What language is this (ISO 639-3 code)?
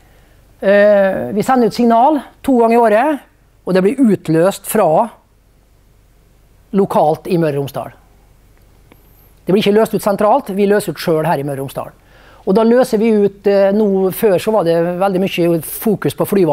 nor